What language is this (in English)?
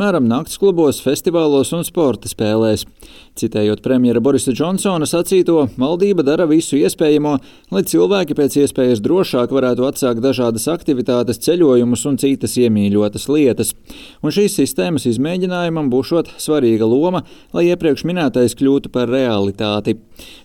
Latvian